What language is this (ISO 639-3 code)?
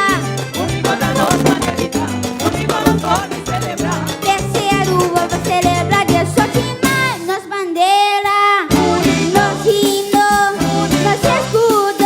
pap